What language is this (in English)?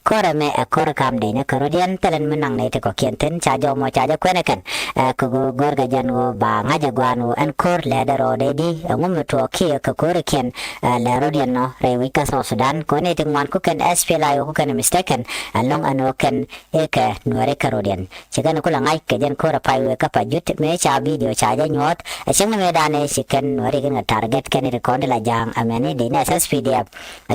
Nuer